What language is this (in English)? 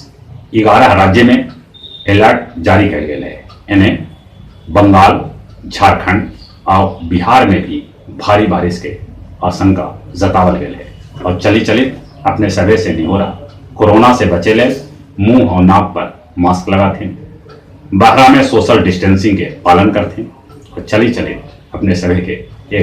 Magahi